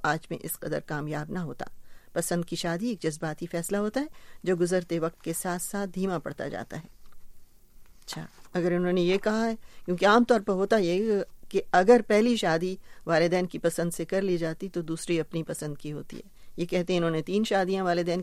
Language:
Urdu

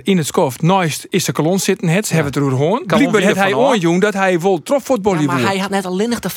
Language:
Western Frisian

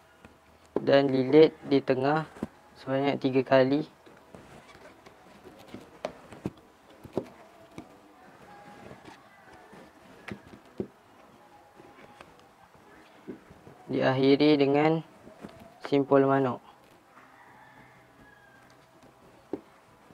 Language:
Malay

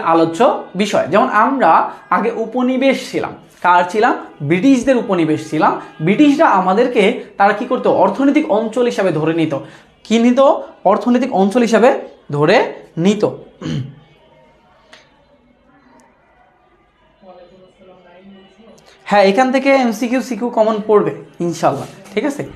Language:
Bangla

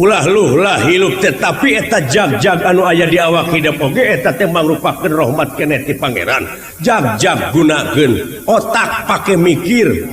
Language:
Sundanese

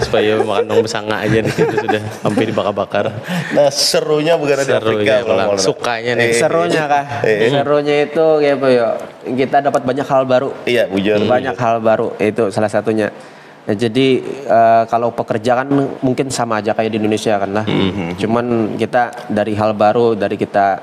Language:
Banjar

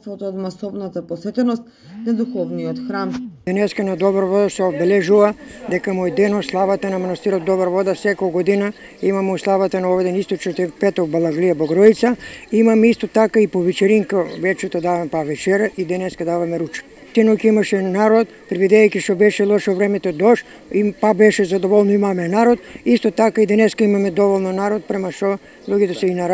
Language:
Macedonian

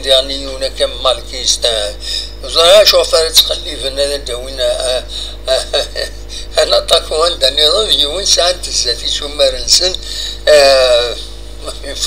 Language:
Kabyle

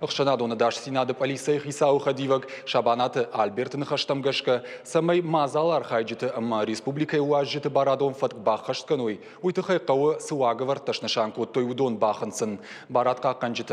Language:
Ossetic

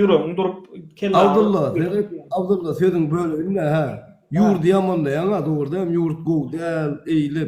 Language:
Turkmen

